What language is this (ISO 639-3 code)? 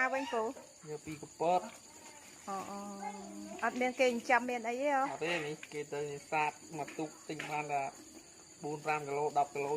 khm